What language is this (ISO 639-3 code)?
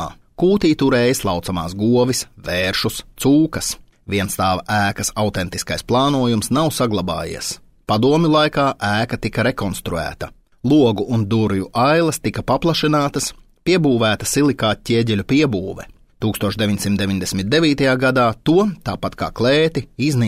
lav